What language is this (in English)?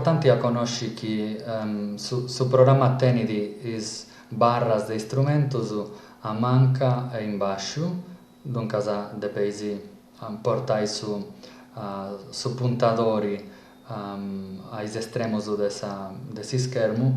Sardinian